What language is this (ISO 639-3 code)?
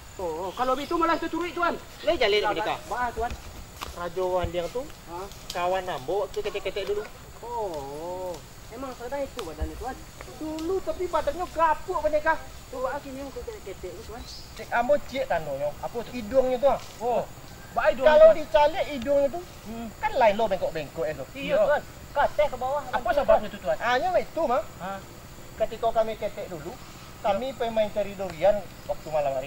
min